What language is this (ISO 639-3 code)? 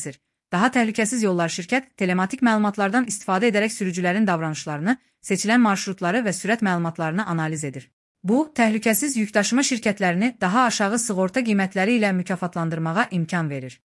aze